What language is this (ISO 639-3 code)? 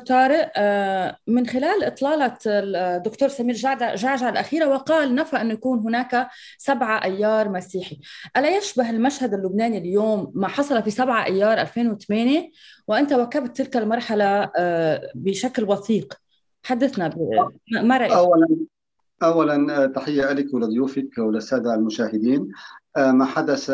ara